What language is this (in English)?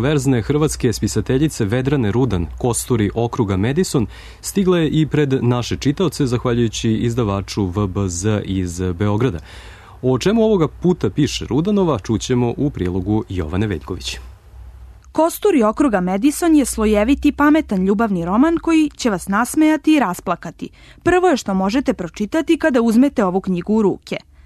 Serbian